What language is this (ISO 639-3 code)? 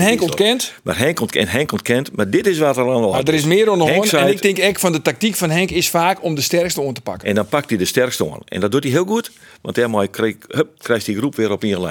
fry